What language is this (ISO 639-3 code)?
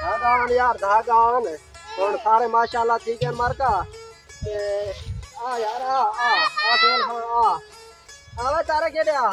skr